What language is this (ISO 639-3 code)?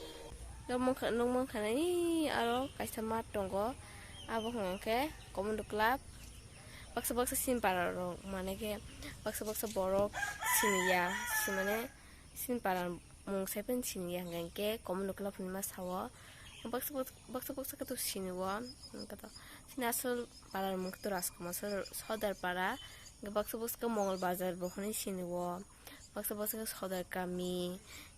trp